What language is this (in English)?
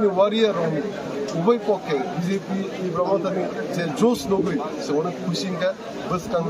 Kok Borok